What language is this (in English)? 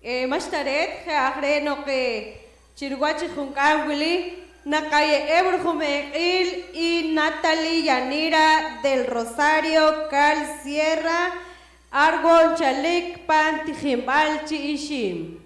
Poqomchi'